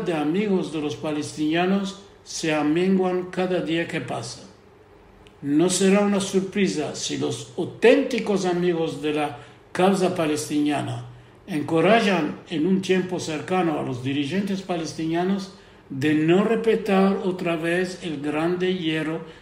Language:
Ladino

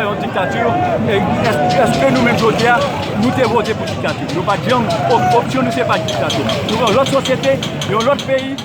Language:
Haitian Creole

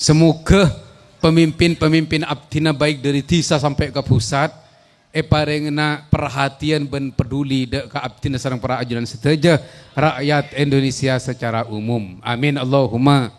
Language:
Madurese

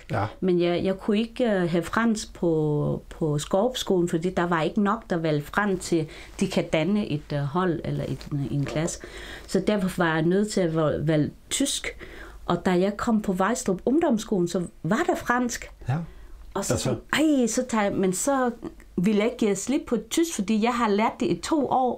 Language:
Danish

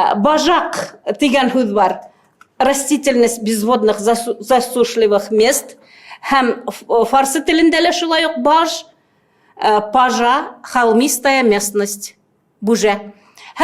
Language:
Bashkir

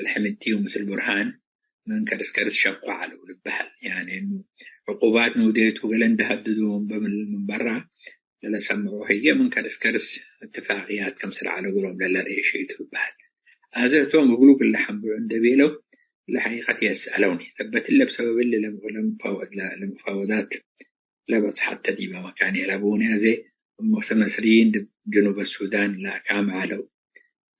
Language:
Tigre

